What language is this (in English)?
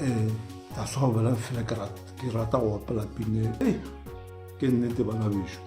Northern Sotho